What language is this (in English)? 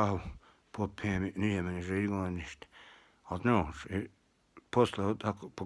Bosnian